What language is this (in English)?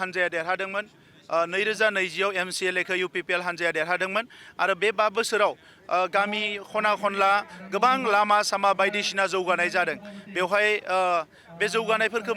Bodo